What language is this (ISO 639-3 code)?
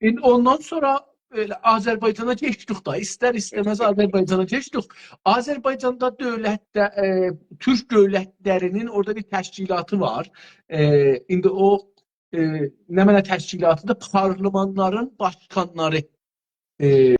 azb